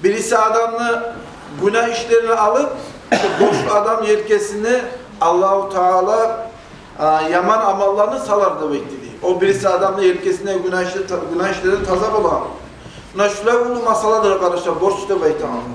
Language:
Kumyk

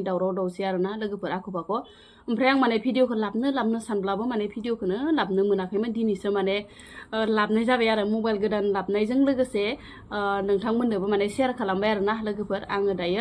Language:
Bodo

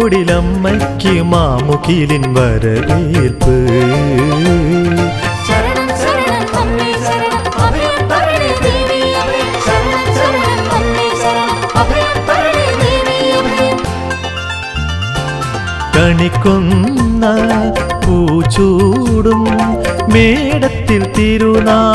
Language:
Malayalam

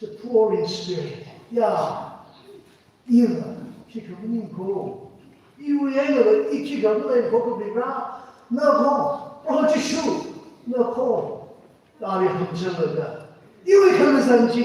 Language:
Tangkhul Naga (India)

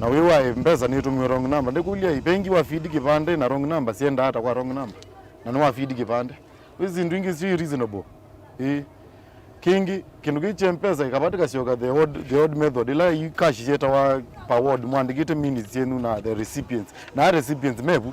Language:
Kamba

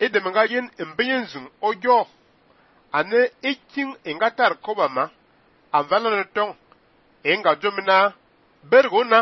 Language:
Fang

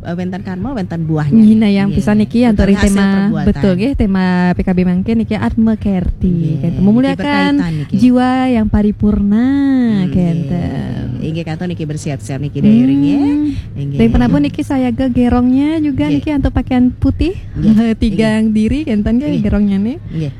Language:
Balinese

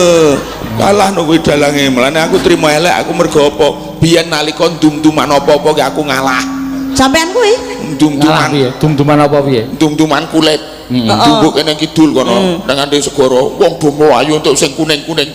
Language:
Javanese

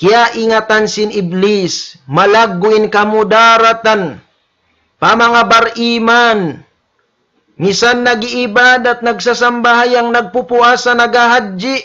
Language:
Tausug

